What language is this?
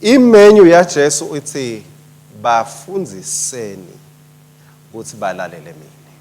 Swati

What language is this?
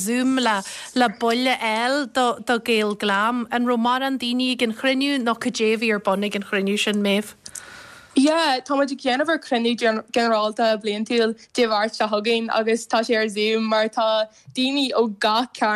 Irish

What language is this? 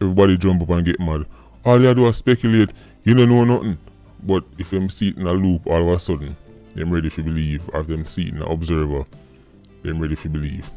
Jamaican Creole English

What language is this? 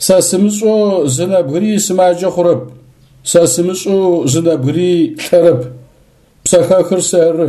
Adyghe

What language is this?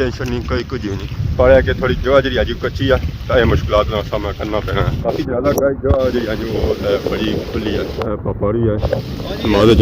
Pahari-Potwari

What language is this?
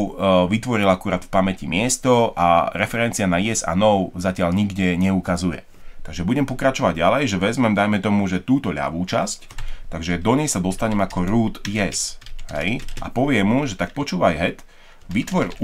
Slovak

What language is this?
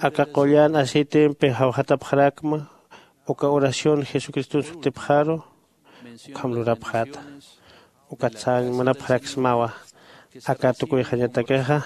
Aymara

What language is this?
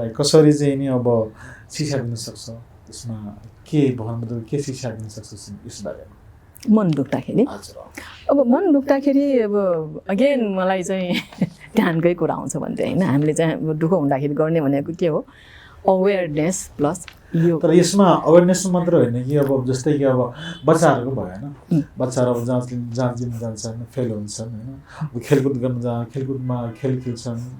Nepali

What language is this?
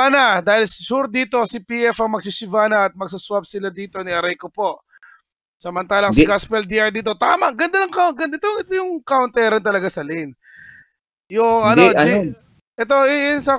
Filipino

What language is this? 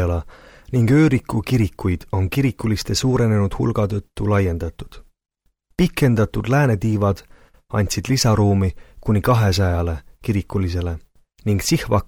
Estonian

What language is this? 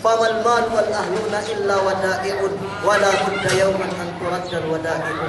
Yakan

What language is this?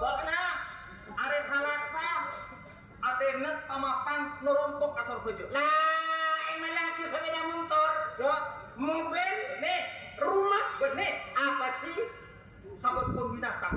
Madurese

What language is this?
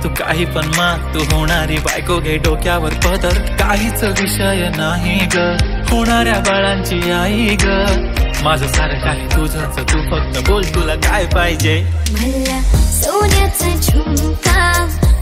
Marathi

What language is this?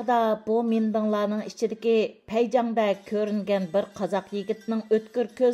Uyghur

